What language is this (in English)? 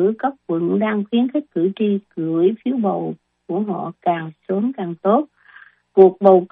Vietnamese